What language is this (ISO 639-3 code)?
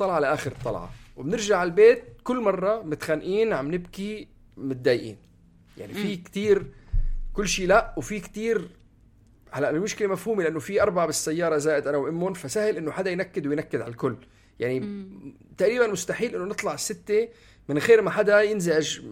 apc